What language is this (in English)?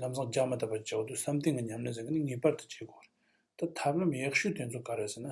Tibetan